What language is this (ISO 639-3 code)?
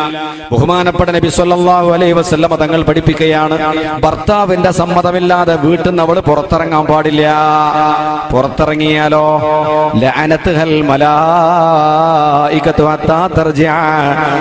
mal